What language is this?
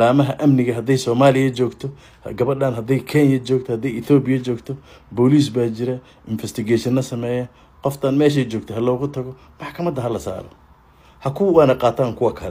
Somali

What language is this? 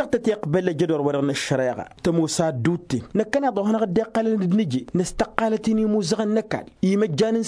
Tamasheq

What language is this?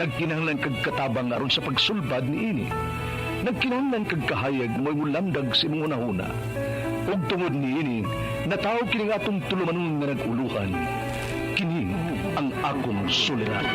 Cebuano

